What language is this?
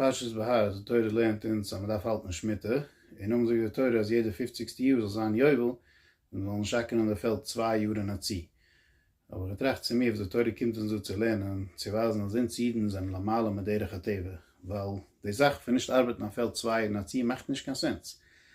Yiddish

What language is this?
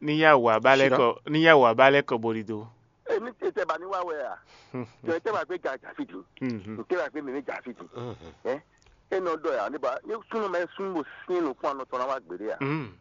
Fon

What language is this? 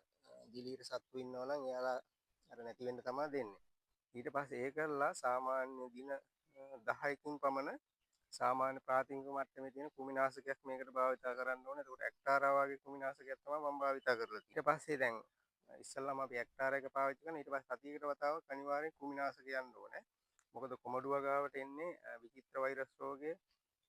Sinhala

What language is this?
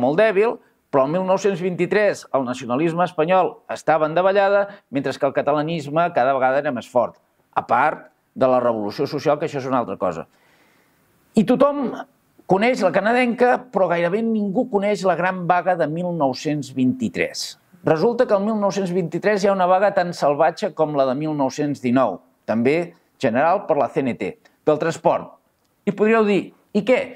Catalan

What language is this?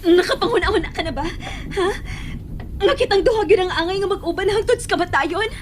Cebuano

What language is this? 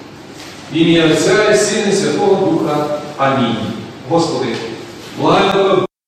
Ukrainian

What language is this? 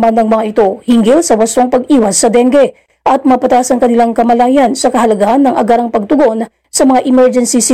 Filipino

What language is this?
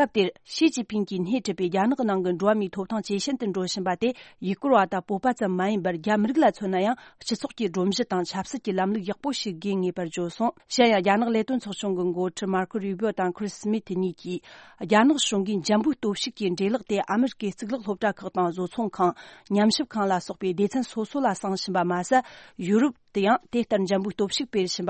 Tibetan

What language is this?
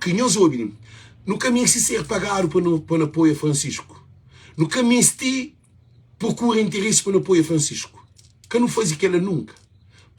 Kabuverdianu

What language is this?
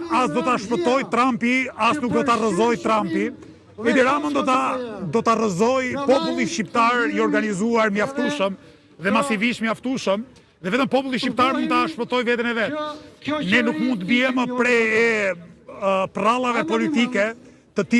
Albanian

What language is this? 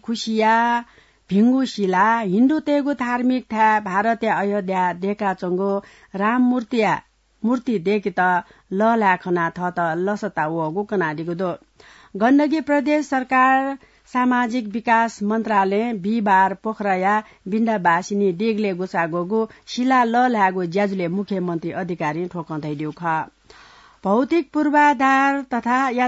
Newari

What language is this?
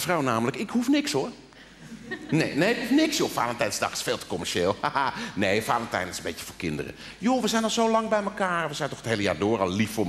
Dutch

